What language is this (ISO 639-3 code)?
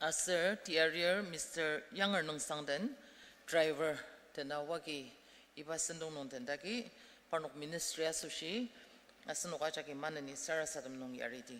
njo